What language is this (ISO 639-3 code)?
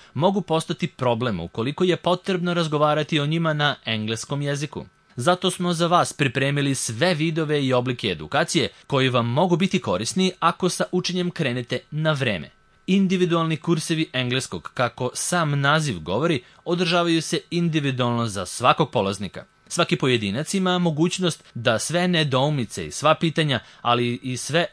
srp